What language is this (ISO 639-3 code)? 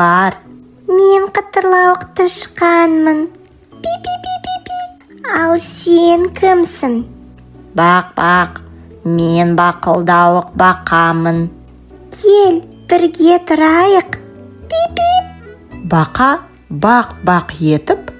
kaz